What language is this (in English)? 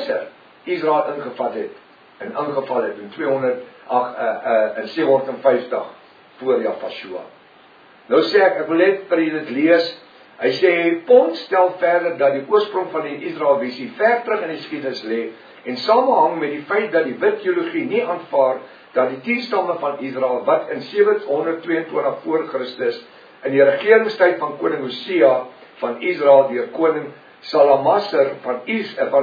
Afrikaans